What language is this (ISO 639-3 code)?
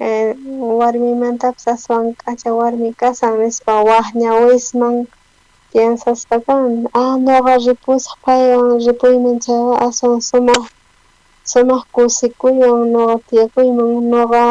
quh